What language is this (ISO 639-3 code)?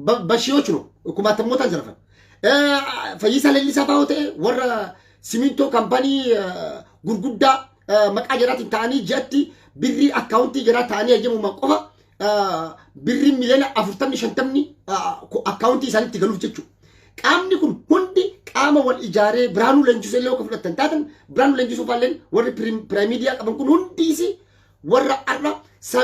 orm